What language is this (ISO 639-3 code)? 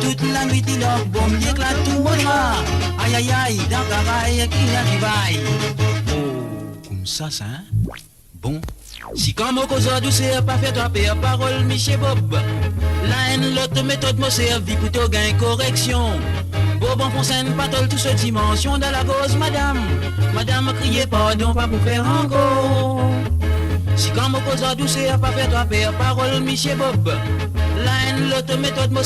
mfe